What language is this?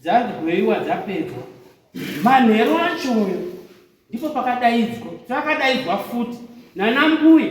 Shona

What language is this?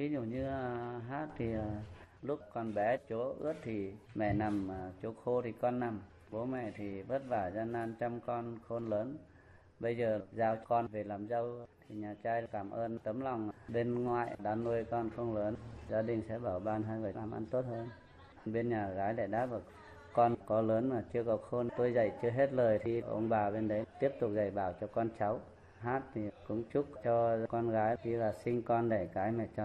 Vietnamese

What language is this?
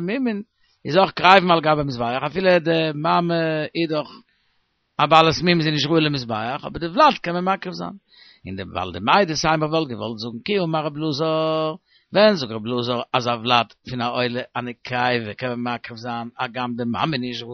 Yiddish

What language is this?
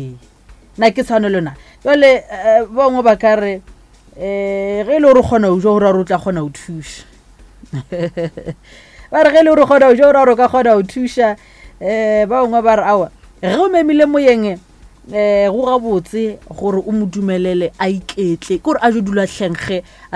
Northern Sotho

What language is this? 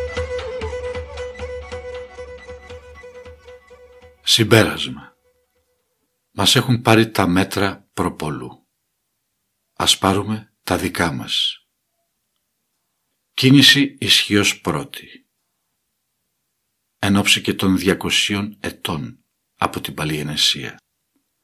Greek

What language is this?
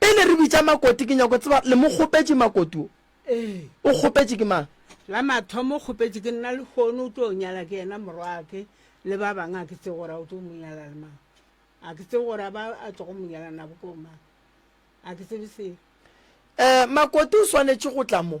Northern Sotho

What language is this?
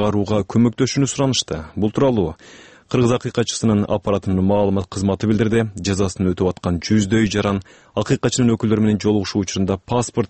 Kyrgyz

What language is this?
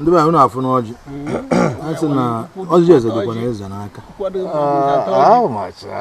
Igbo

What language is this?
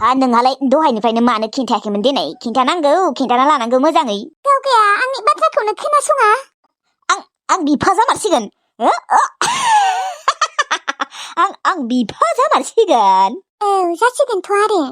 Bodo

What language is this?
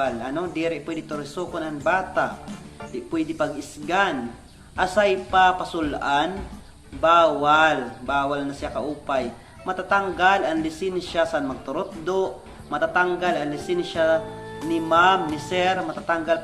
Waray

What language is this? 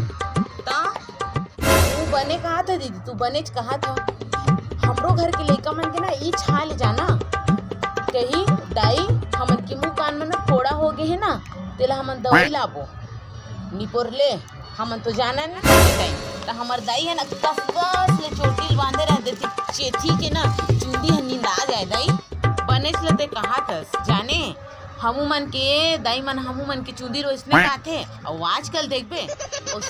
Chhattisgarhi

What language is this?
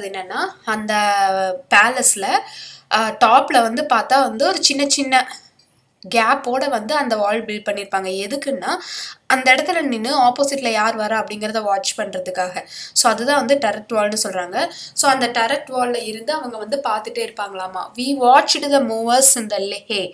Tamil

